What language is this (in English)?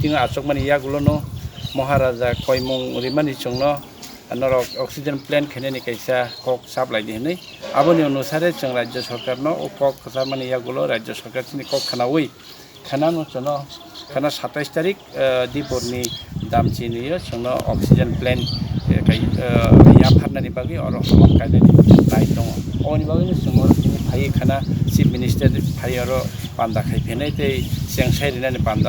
Kok Borok